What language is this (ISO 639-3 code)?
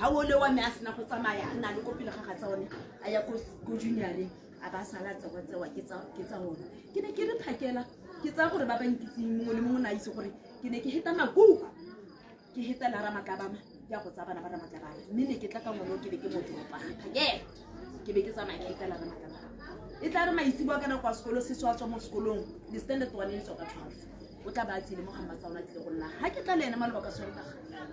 tsn